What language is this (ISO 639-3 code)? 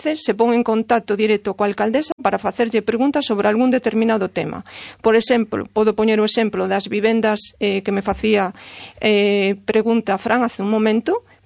glg